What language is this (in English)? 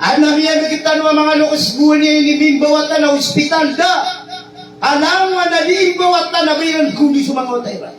Maranao